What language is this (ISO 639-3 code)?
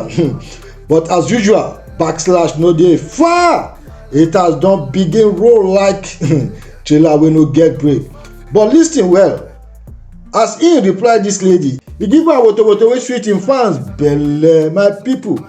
pcm